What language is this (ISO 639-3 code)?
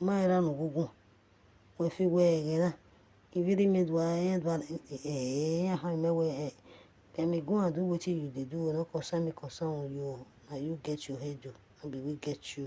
pcm